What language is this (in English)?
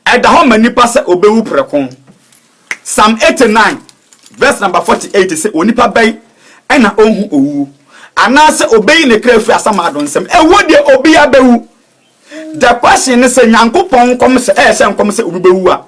Akan